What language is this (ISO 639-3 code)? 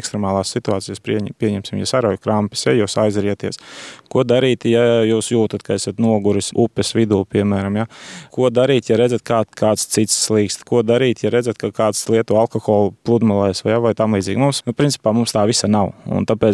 lav